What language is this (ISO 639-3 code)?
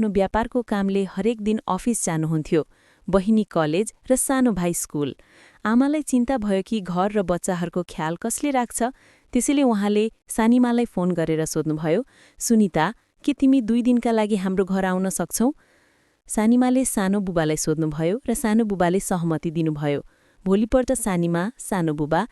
nep